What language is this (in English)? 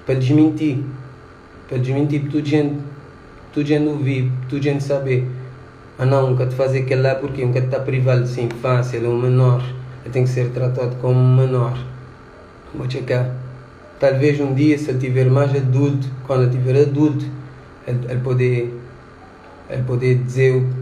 Kabuverdianu